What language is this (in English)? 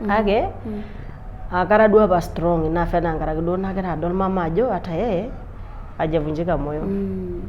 Masai